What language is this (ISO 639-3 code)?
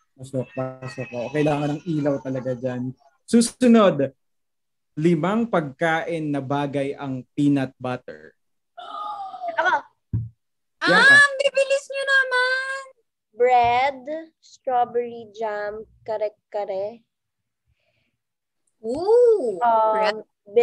fil